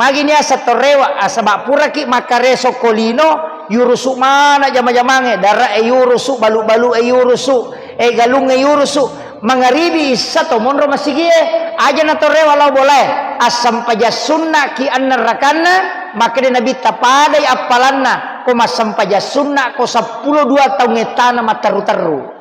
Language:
Buginese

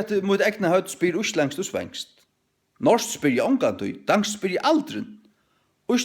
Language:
Faroese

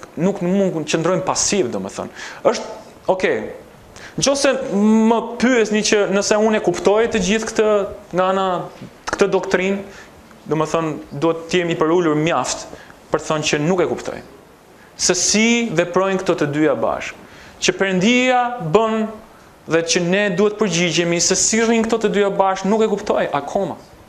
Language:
Albanian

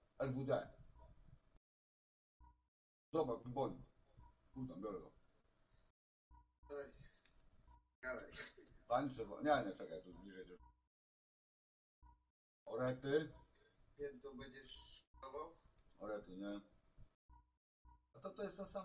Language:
Polish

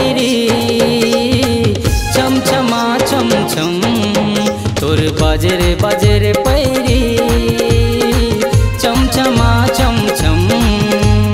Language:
Chhattisgarhi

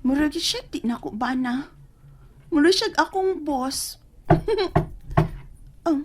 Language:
Cebuano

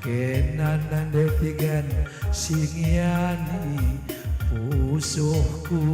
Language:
Batak Karo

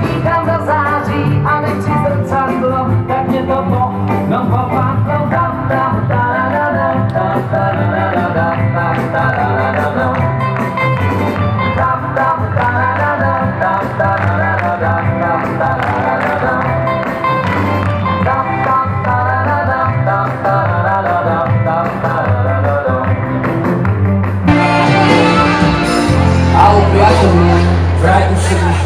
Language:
Czech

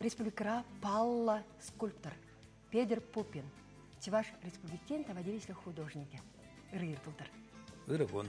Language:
Chuvash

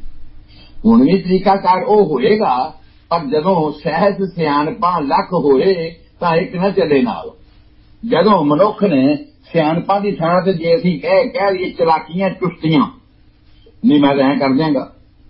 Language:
Punjabi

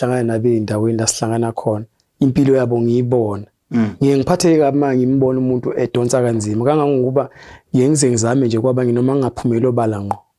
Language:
Zulu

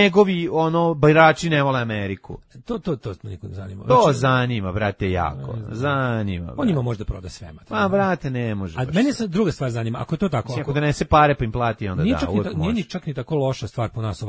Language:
Serbian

